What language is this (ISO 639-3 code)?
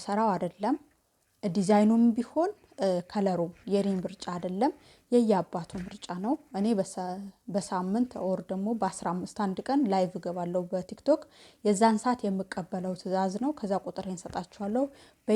amh